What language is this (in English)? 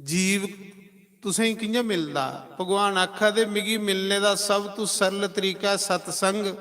Dogri